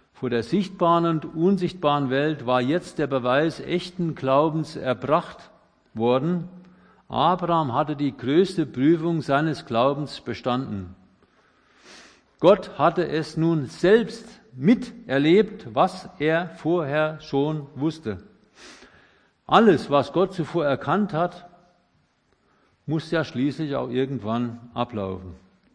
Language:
German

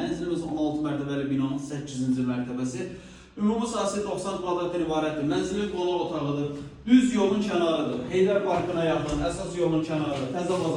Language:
Azerbaijani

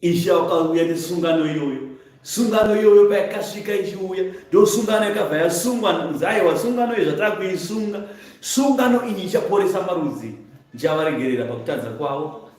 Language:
Shona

